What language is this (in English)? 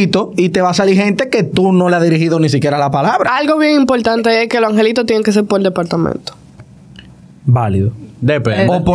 Spanish